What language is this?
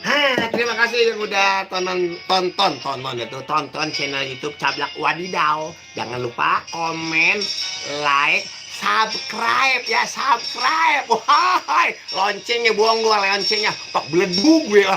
Betawi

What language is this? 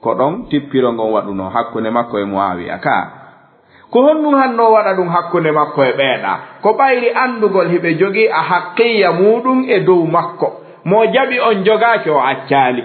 Fula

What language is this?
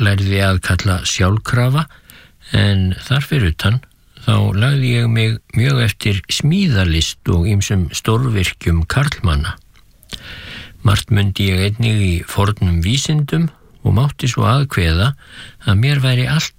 Icelandic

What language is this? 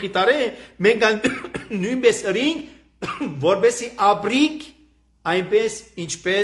Armenian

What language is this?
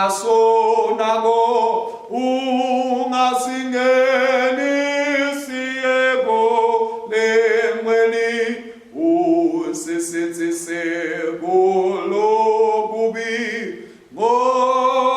Swati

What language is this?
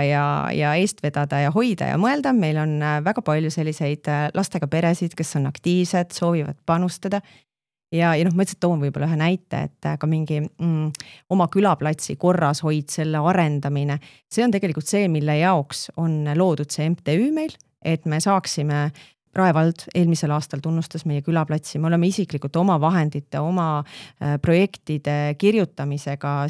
Estonian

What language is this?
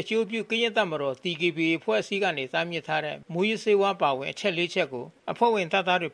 Burmese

